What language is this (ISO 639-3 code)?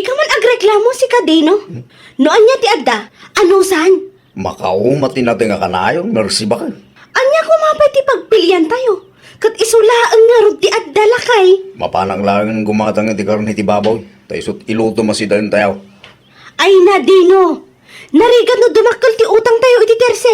ilo